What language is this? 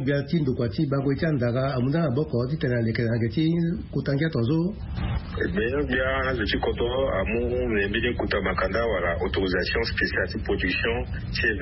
Sango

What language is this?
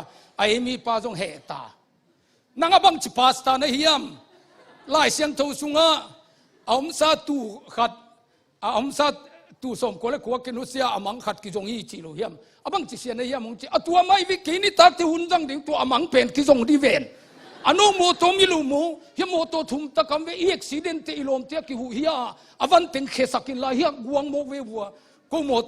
Tedim Chin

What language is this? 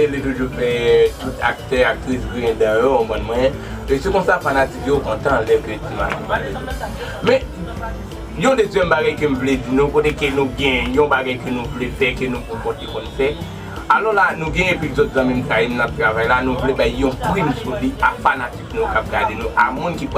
Haitian Creole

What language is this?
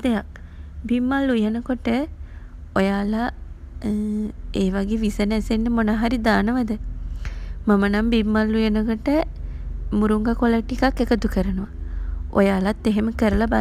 Sinhala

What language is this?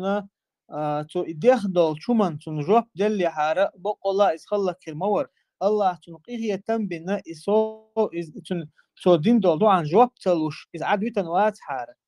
Chechen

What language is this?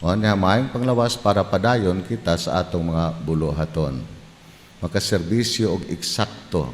Cebuano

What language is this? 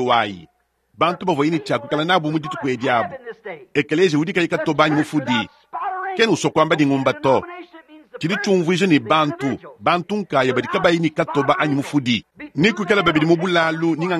Luba-Lulua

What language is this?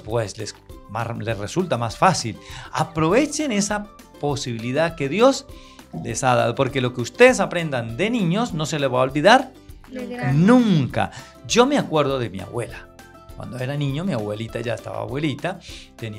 Spanish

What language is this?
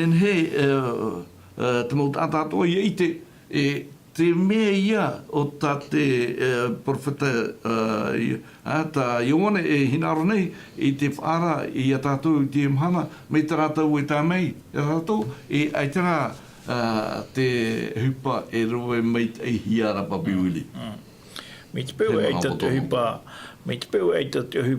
Tahitian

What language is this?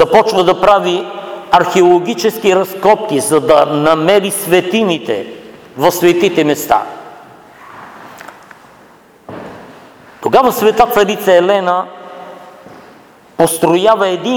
Bulgarian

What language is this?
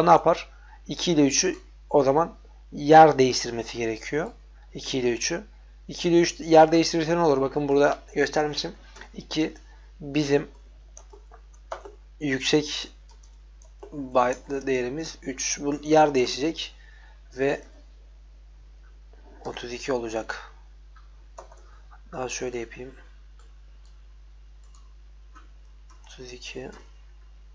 Turkish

